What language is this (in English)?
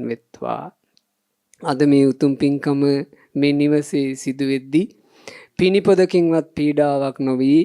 Sinhala